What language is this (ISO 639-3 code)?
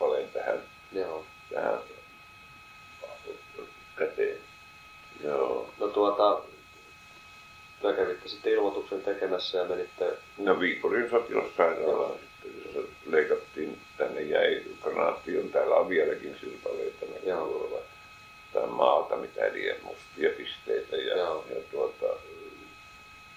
fin